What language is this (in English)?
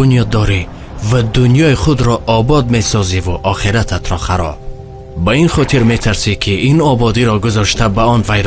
Tajik